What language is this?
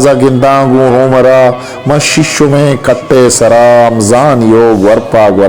Eastern Balochi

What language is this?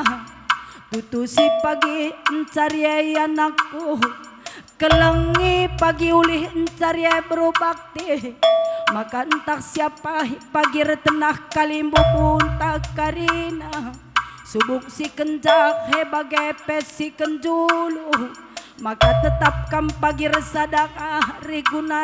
Batak Karo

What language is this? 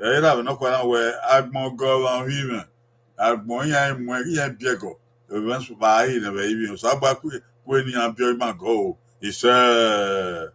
Bini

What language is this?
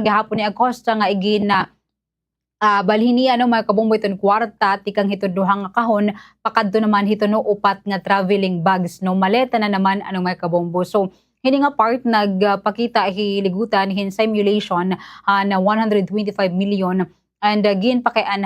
Waray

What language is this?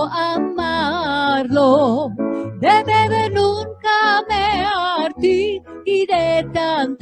Ladino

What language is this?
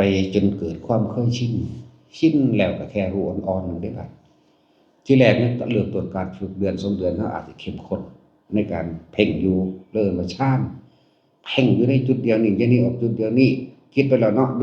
Northeastern Thai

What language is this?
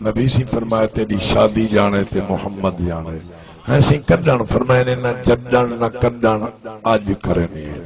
Saraiki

